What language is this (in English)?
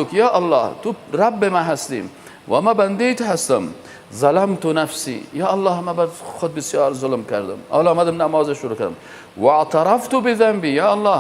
Persian